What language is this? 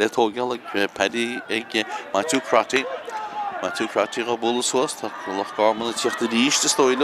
Irish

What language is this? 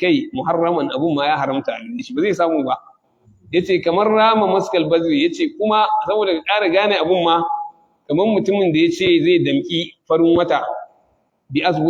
Hausa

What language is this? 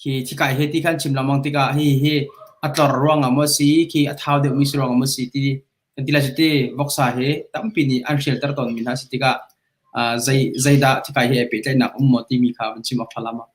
Hakha Chin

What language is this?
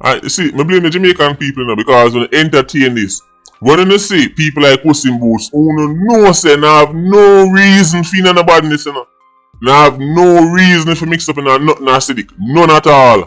Jamaican Creole English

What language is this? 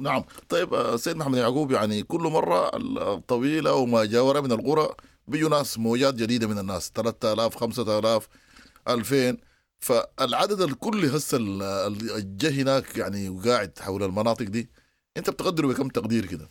Sudanese Arabic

